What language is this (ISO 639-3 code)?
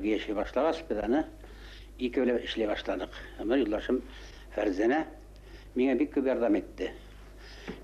bak